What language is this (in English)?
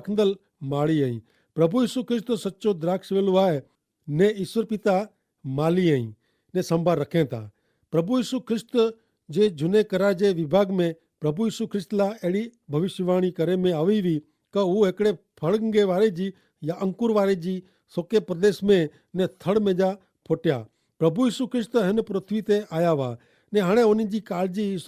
Kachhi